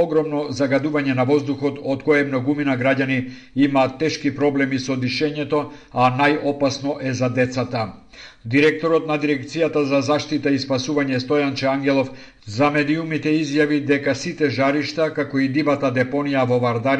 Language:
Macedonian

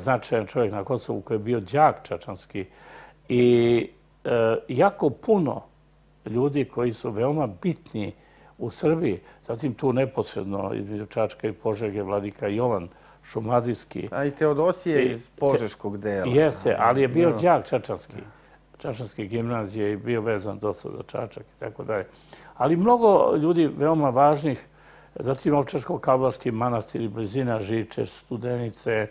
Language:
Serbian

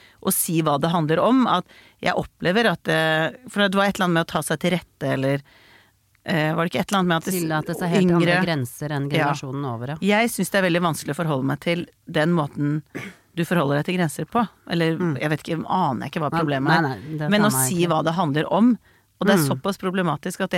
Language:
Norwegian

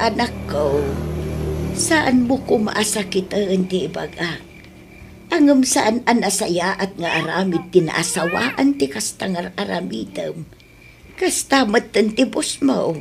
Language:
Iloko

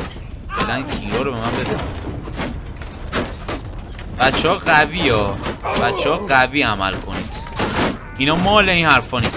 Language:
Persian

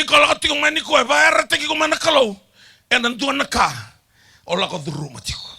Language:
Fijian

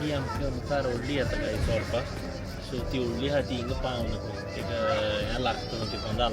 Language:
Konkani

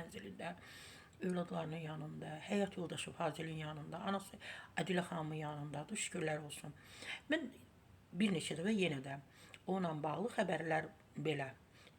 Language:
Azerbaijani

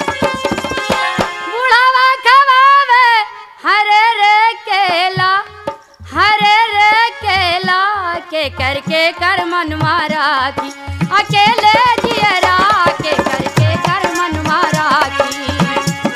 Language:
Bhojpuri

